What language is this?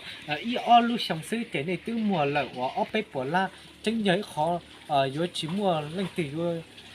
Hmong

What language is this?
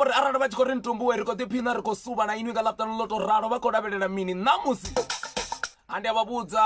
Venda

